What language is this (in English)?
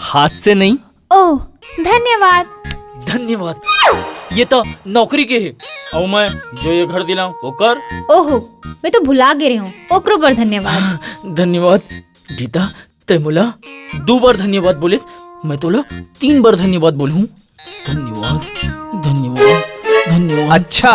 Chhattisgarhi